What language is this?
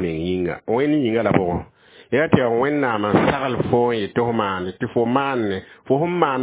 Mossi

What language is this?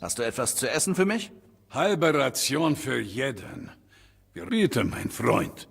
Bavarian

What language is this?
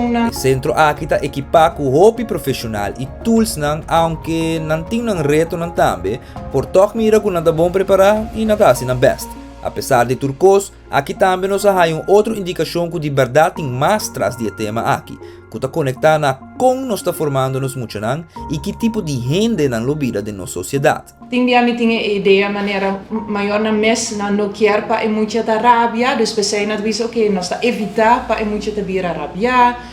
Papiamento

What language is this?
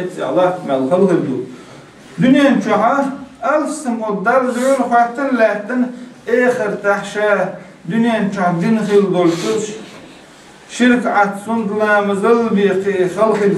Chechen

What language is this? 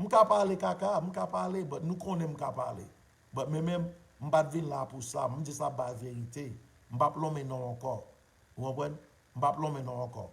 Haitian Creole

